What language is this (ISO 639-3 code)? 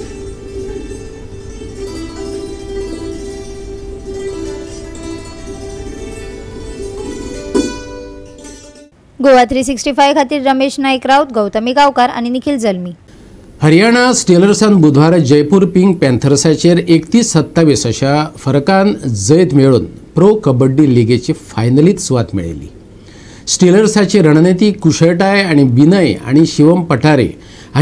kok